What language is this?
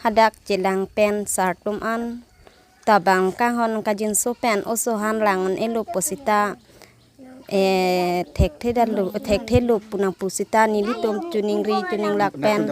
Karbi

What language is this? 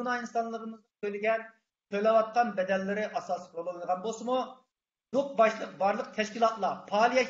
Uyghur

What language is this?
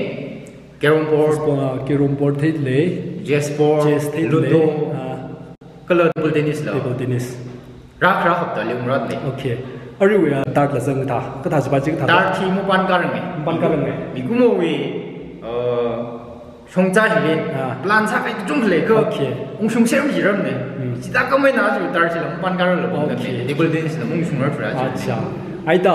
Tangkhul Naga (India)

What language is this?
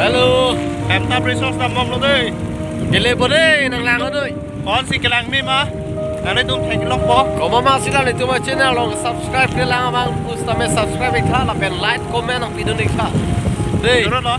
Karbi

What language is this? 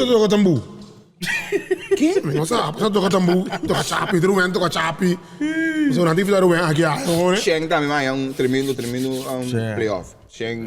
Papiamento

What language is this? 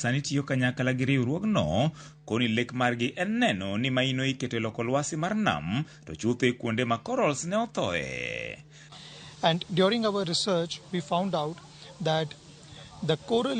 Luo (Kenya and Tanzania)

